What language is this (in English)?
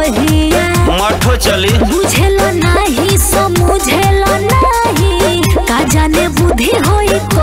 Bhojpuri